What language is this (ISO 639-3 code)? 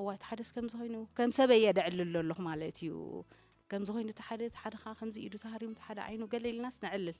tir